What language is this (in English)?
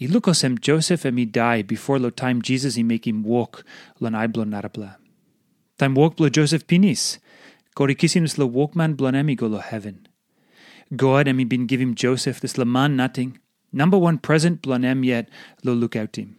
Tok Pisin